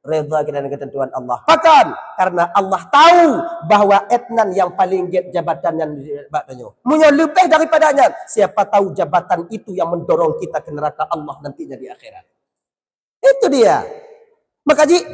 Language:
Achinese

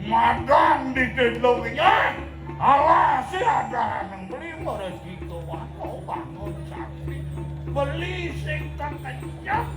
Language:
Balinese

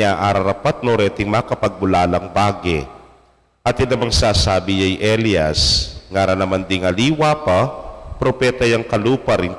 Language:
Pampanga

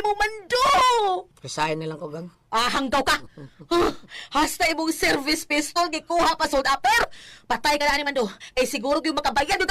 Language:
Cebuano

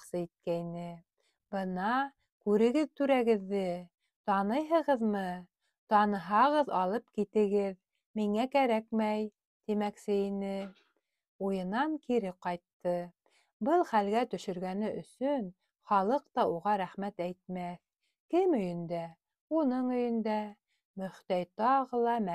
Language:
Bashkir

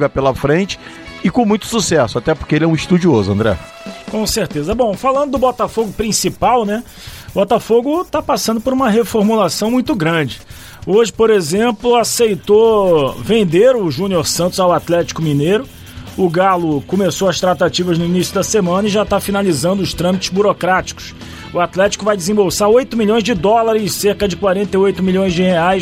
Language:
Portuguese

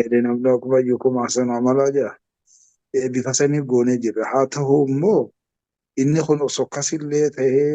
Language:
Oromo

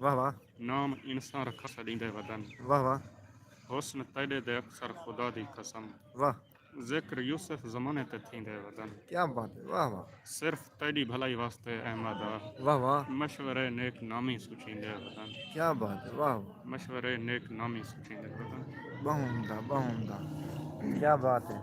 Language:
Saraiki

